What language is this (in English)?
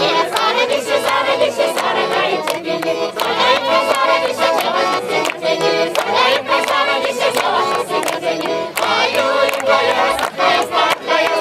Chuvash